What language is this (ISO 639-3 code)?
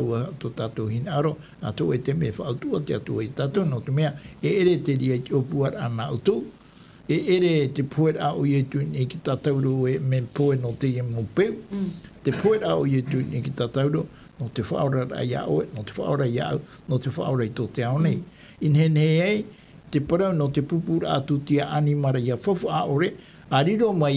tah